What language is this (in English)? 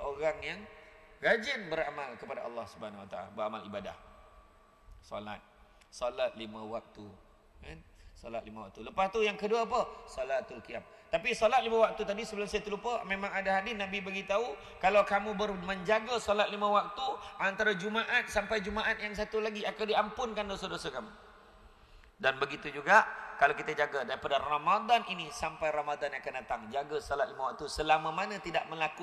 Malay